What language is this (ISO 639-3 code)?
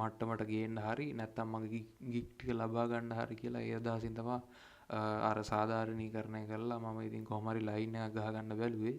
sin